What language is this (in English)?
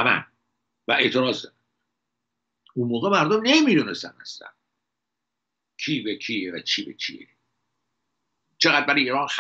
Persian